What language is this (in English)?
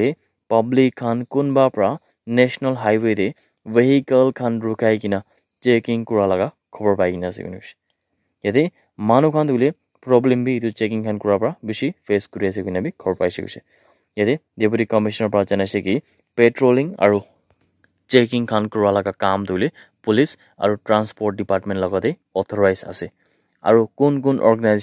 Naga Pidgin